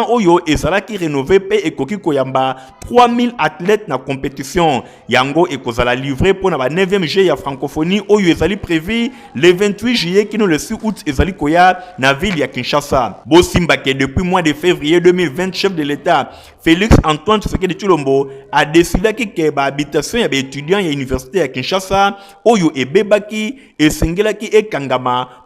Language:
Lingala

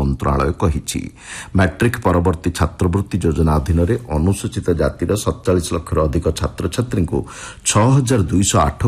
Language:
Odia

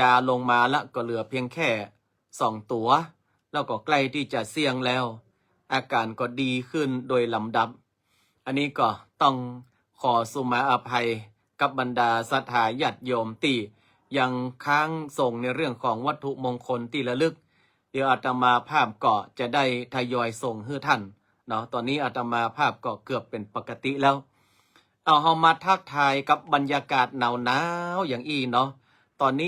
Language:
Northern Thai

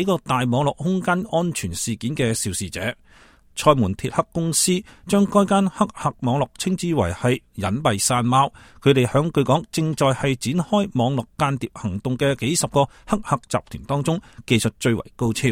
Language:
Cantonese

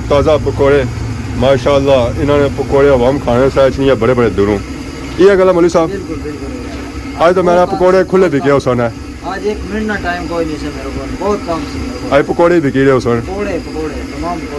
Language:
Pahari-Potwari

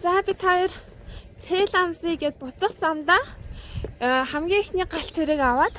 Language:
Mongolian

